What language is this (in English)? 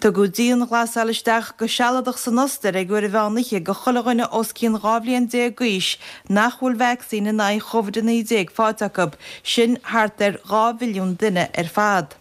Irish